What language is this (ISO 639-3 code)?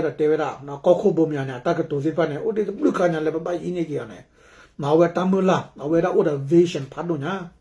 ksw